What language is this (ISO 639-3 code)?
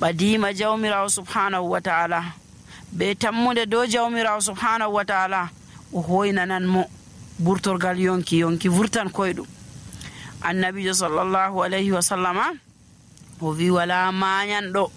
fuv